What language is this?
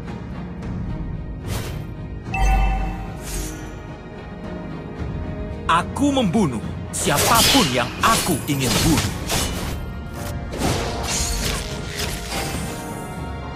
Indonesian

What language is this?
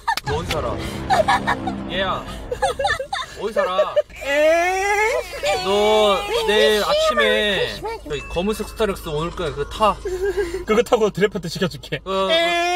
Korean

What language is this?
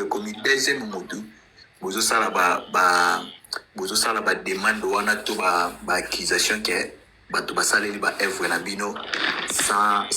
Lingala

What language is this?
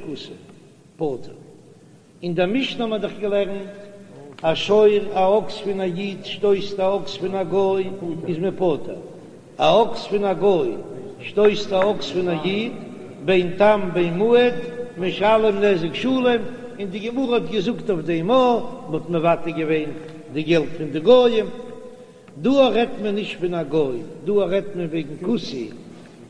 Yiddish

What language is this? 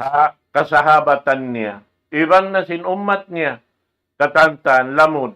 Tausug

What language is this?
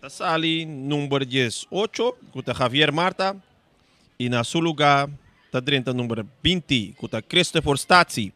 Papiamento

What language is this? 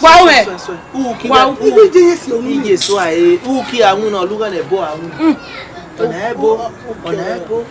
Bini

